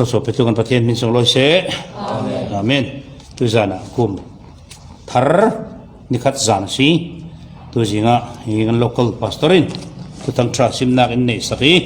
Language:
Falam Chin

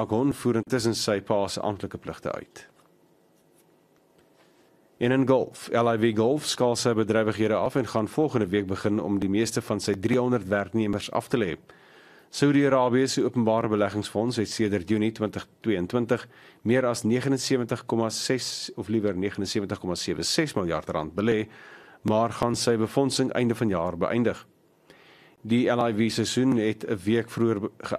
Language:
Afrikaans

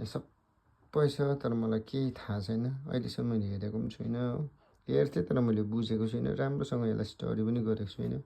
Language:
Nepali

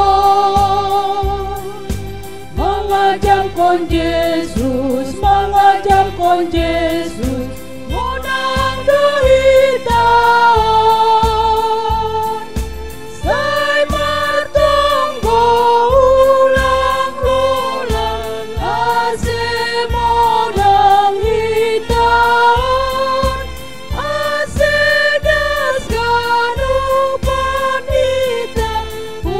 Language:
Batak Simalungun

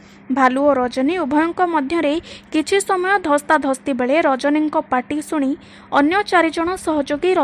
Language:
Odia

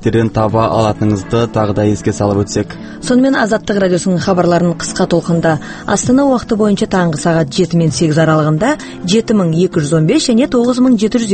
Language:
Kazakh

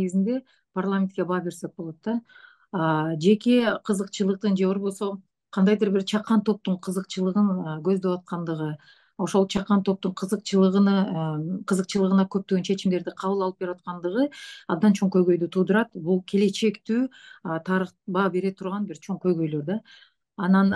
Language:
Kyrgyz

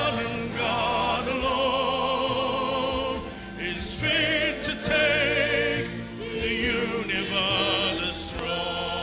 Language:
Sumi Naga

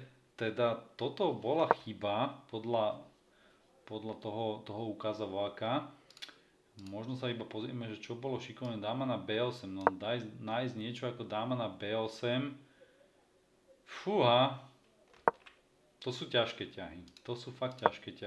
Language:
Slovak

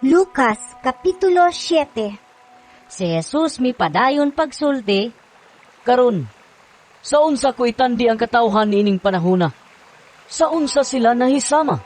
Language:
Cebuano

